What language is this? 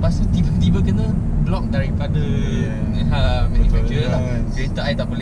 Malay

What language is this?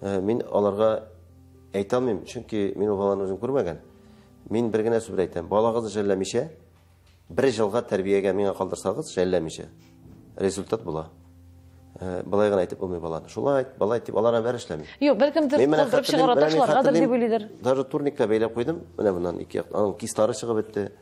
Tatar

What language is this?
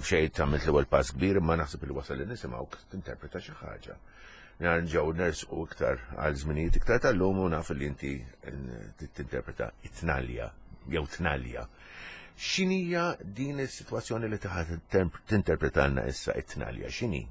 Maltese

